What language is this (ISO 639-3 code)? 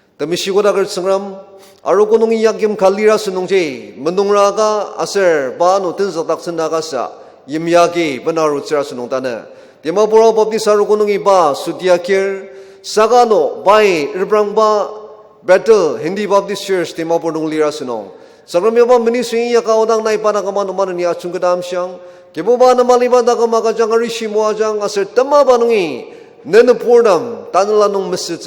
njo